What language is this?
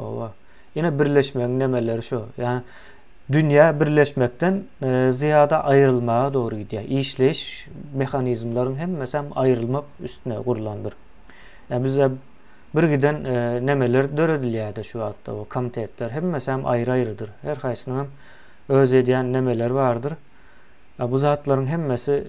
Turkmen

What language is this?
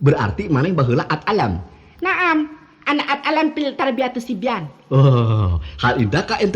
Sundanese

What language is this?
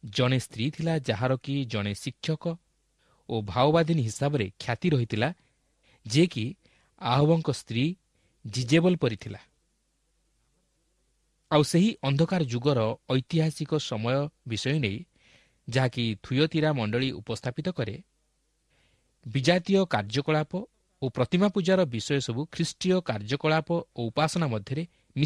Odia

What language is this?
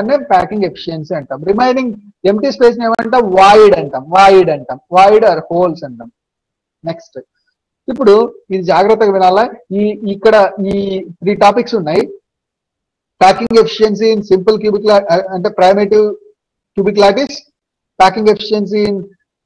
Telugu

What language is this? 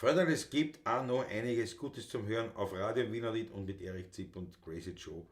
Bavarian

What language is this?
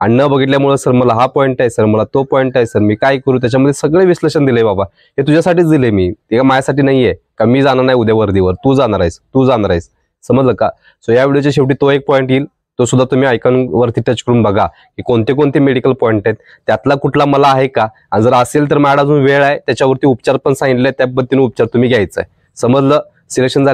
Marathi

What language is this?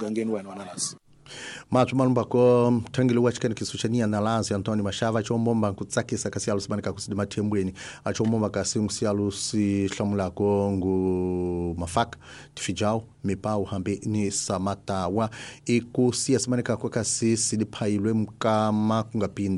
Tsonga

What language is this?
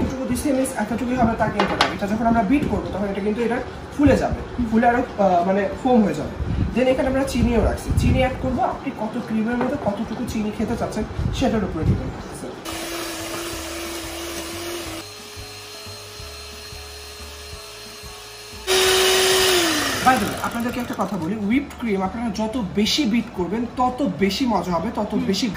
Bangla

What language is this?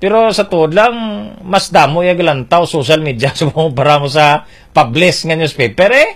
Hiligaynon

